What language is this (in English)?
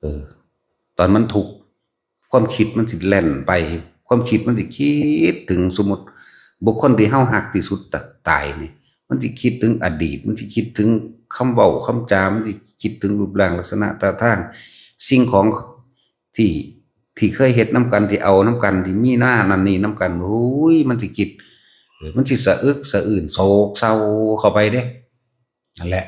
Northeastern Thai